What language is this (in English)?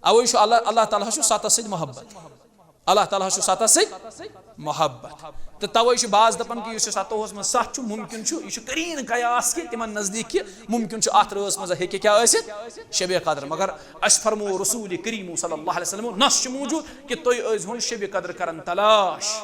Kashmiri